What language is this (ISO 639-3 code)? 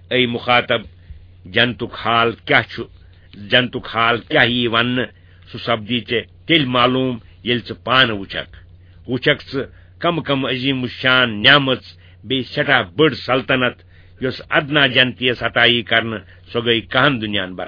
kas